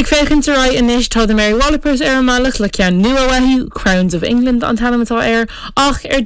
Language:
Irish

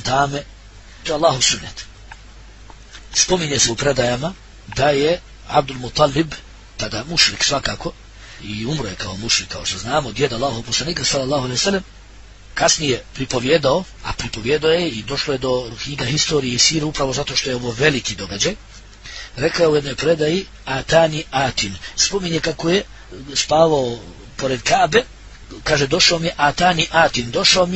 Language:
Bosnian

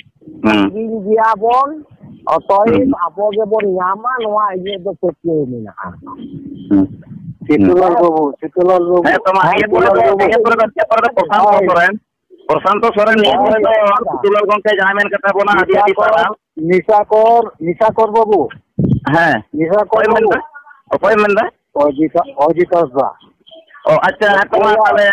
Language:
Santali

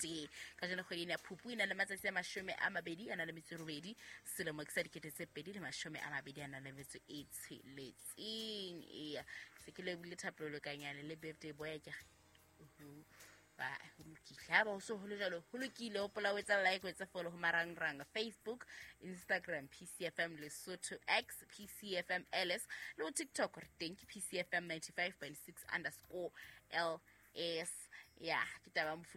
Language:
Southern Sotho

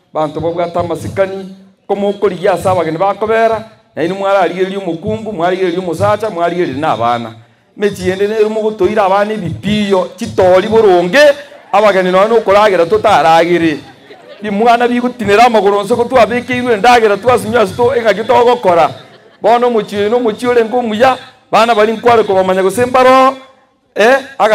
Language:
Gusii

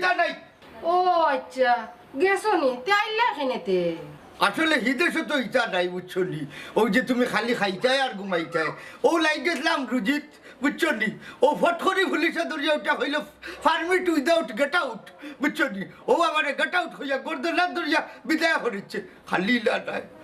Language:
Sylheti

